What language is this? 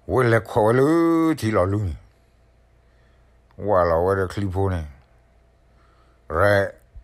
S'gaw Karen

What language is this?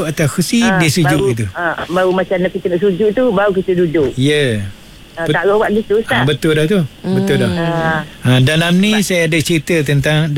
Malay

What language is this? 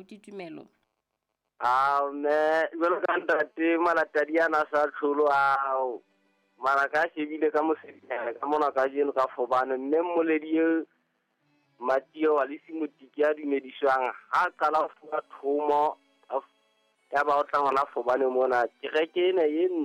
Southern Sotho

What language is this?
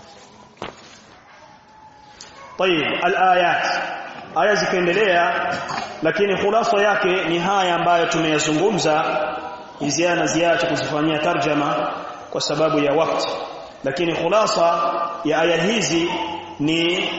Swahili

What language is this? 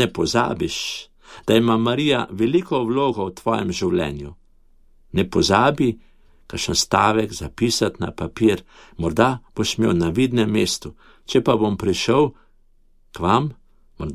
Slovenian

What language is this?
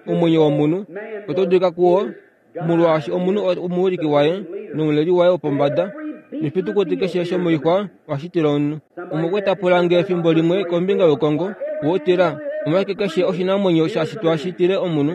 Kuanyama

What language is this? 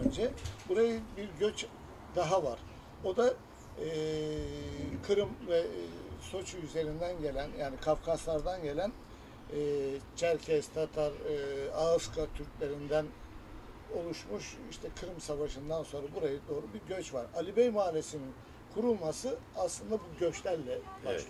Turkish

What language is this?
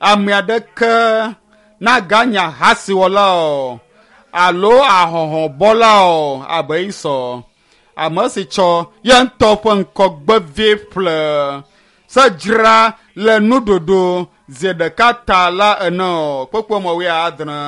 Ewe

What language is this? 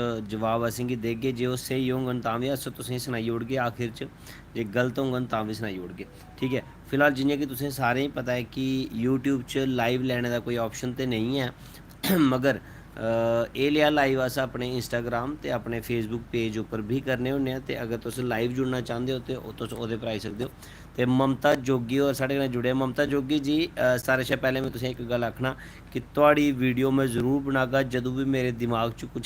Dogri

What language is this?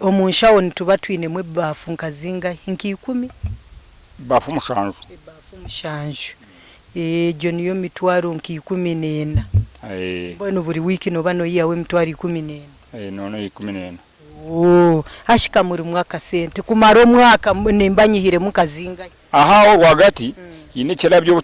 Nyankole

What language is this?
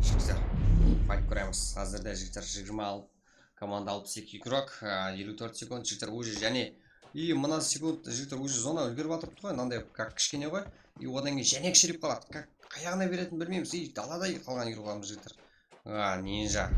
Kara-Kalpak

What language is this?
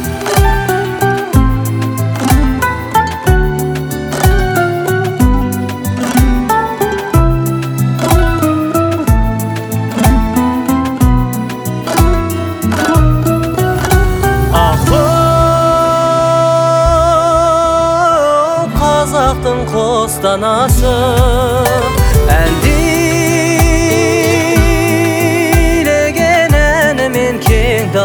Kazakh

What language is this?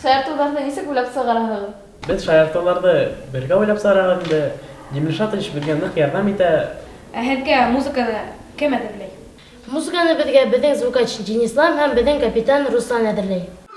Bashkir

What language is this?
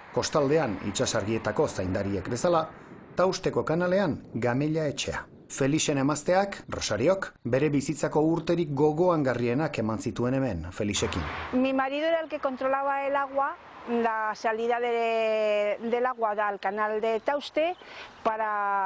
Basque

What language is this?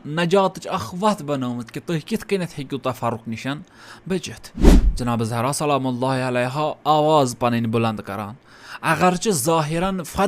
Kashmiri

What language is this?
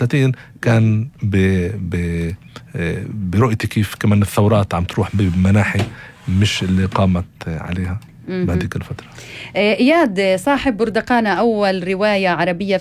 North Levantine Arabic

